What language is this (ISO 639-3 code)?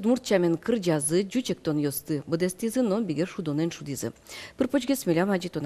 udm